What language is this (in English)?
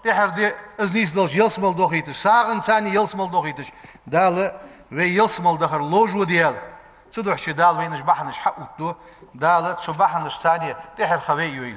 Ingush